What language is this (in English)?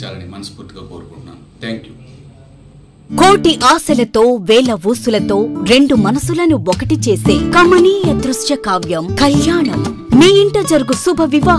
Telugu